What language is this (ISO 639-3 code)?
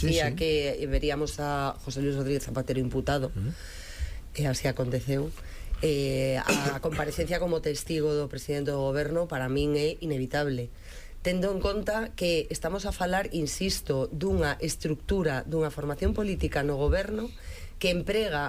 glg